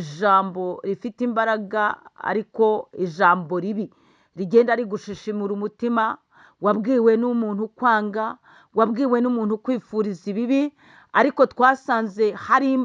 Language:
Kinyarwanda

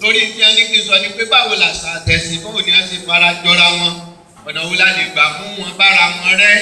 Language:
Yoruba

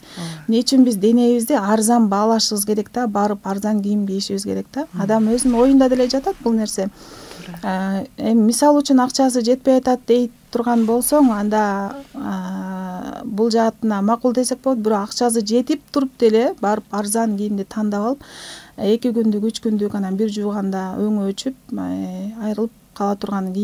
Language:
Kyrgyz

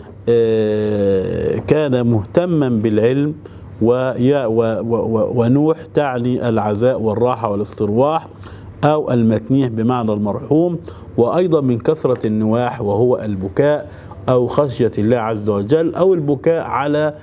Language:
Arabic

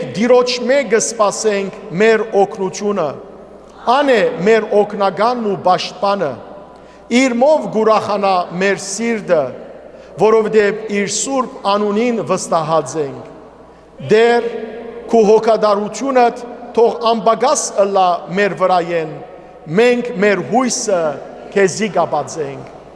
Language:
Western Armenian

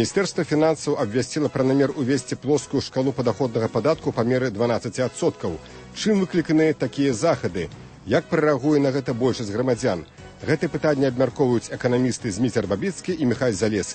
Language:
Belarusian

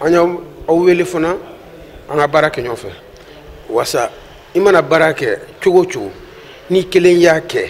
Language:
Bambara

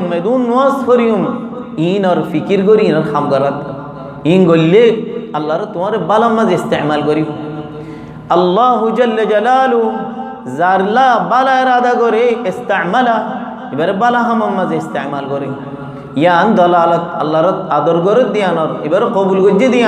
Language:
Rohingya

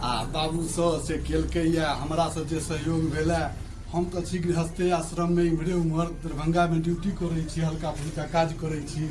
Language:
Maithili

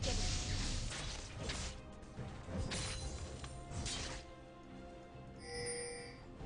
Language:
Korean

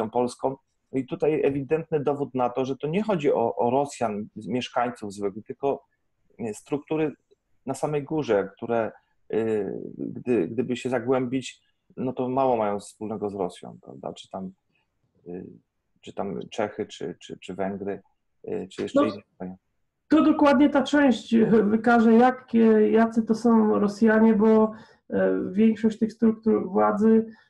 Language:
Polish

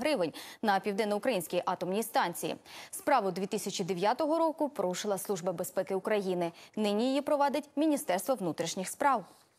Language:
Ukrainian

